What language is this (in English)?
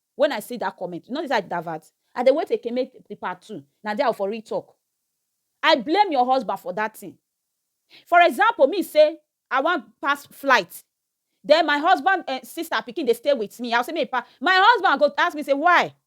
Nigerian Pidgin